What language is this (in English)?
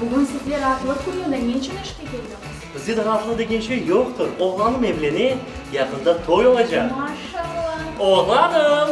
Crimean Tatar